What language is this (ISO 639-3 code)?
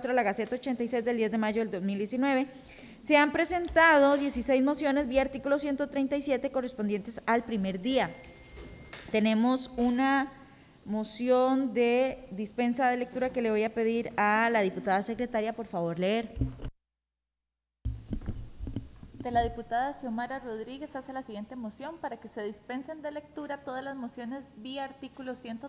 spa